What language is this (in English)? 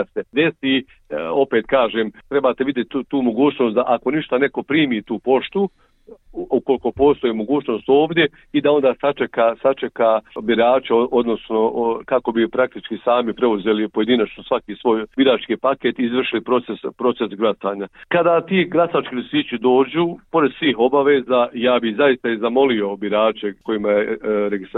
Bosnian